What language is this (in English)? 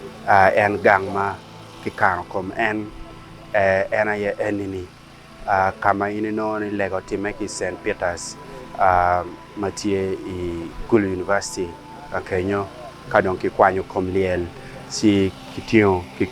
Acoli